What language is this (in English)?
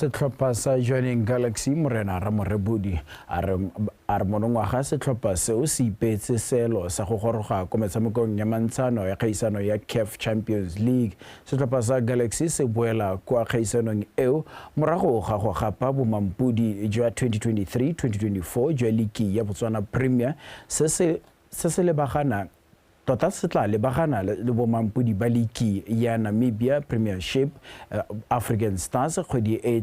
Tswana